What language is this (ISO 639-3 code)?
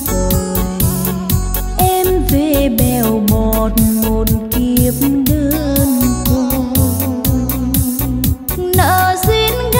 vie